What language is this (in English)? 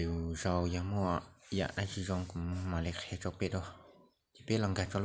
Hmong